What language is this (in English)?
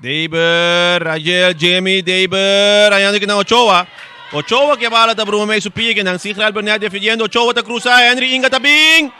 Papiamento